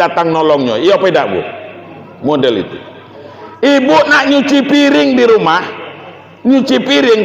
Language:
Minangkabau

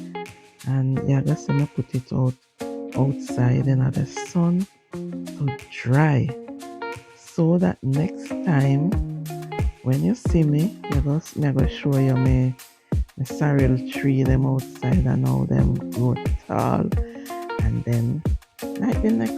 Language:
Jamaican Creole English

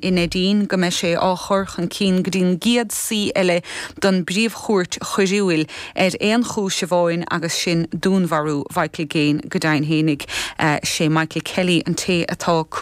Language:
Irish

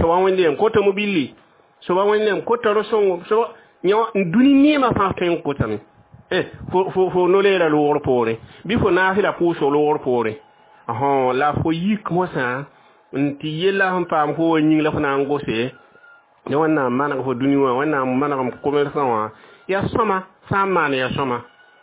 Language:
Mossi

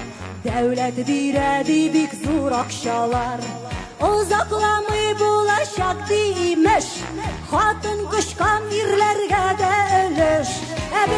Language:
Tatar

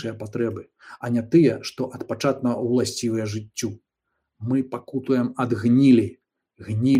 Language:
Belarusian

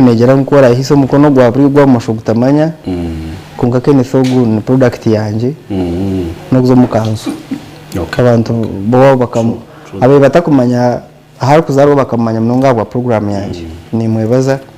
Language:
Nyankole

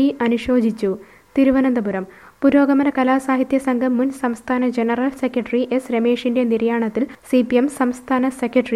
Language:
Malayalam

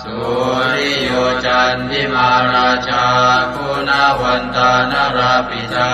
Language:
Pali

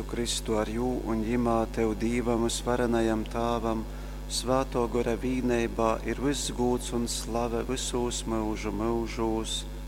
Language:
Latgalian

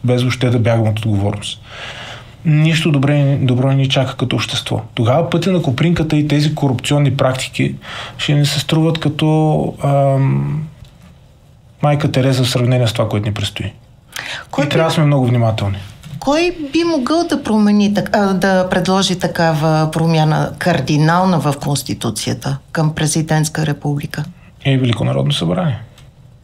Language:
Bulgarian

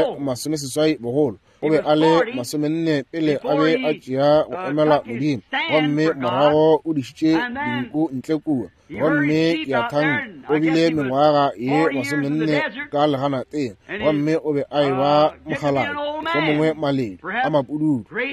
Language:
Northern Sotho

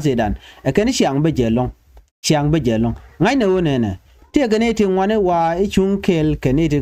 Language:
Nuer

